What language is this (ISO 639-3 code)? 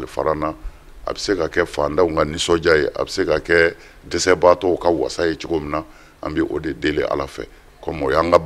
bam